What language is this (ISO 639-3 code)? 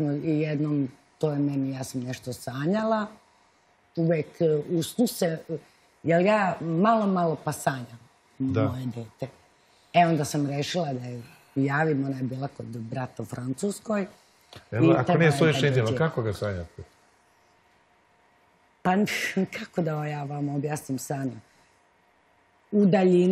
srp